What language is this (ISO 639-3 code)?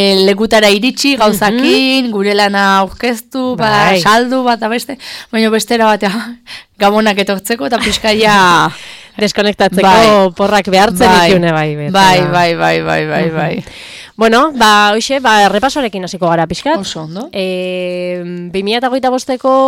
eus